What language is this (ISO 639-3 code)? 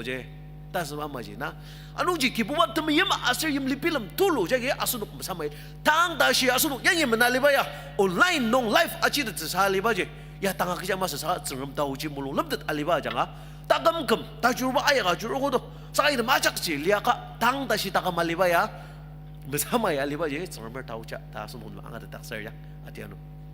njo